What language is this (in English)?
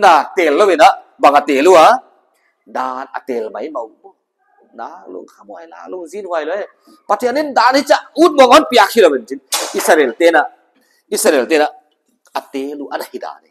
Paite Chin